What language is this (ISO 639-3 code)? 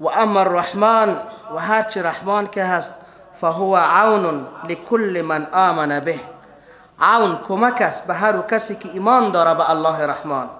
fas